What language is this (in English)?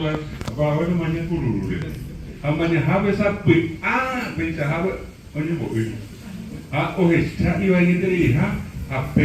Guarani